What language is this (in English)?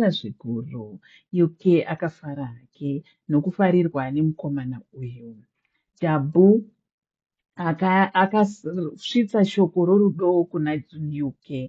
Shona